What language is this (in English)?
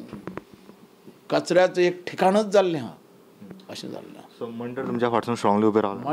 Konkani